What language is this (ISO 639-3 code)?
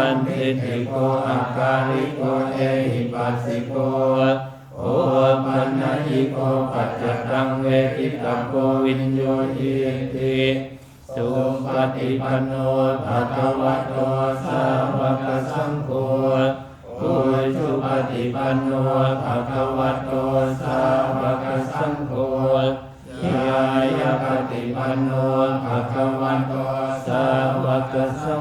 pli